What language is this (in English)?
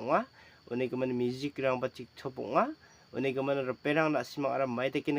Garo